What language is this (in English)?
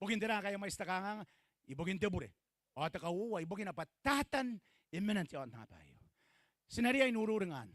Gilbertese